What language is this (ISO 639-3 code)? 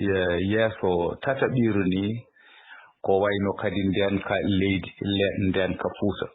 ful